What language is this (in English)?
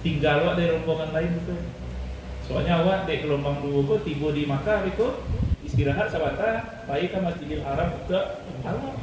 Minangkabau